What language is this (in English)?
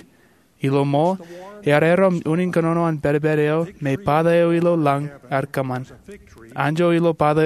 Marshallese